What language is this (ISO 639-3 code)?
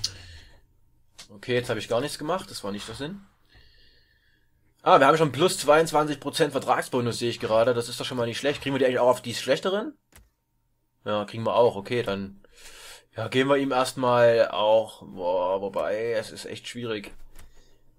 deu